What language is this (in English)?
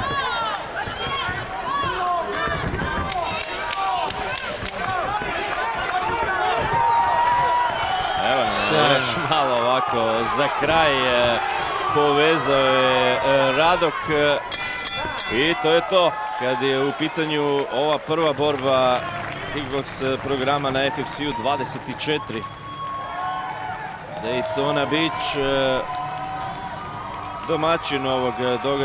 Croatian